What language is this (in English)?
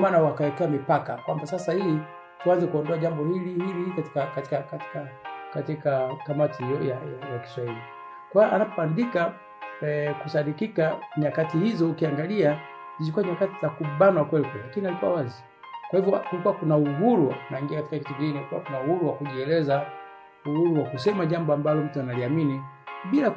Swahili